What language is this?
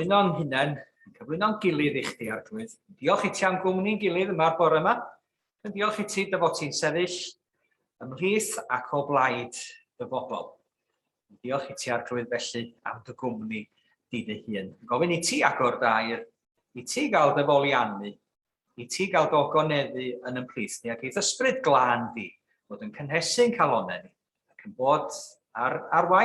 Welsh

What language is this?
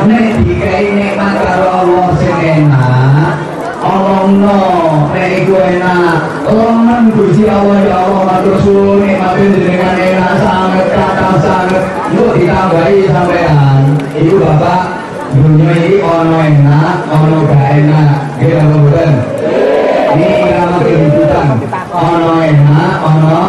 Javanese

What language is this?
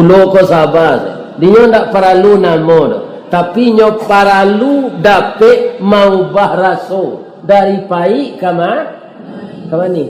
Minangkabau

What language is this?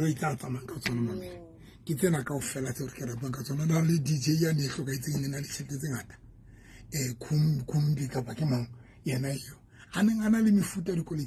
Southern Sotho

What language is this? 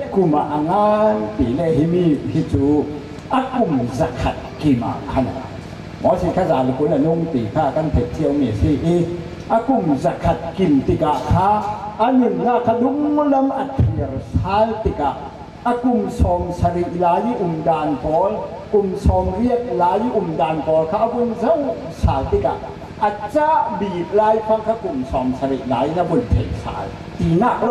Falam Chin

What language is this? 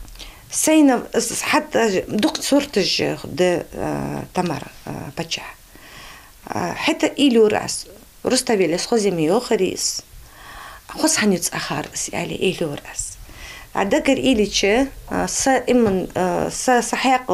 Ingush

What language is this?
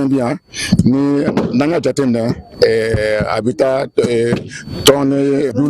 Bambara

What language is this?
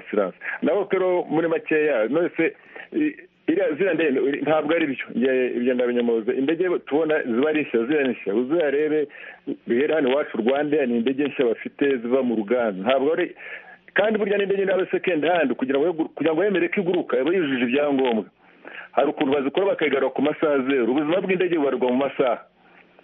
Kinyarwanda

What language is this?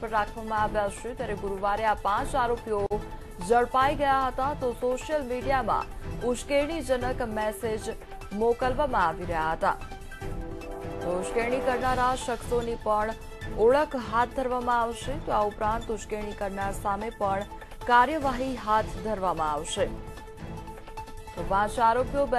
Gujarati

